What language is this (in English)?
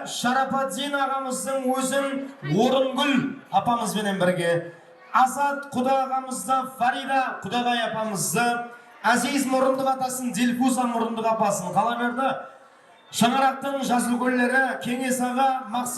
Kara-Kalpak